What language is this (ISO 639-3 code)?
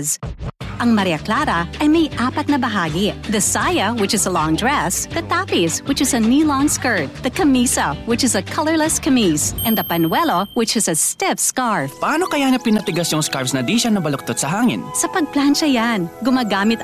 fil